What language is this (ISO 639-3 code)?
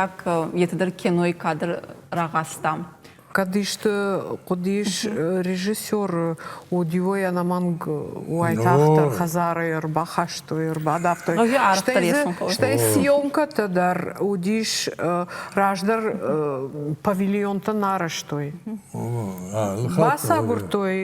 oss